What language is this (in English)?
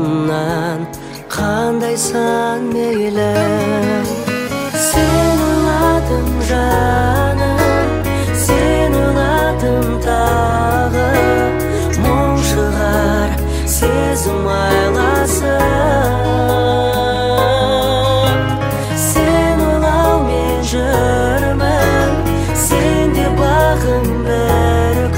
Kazakh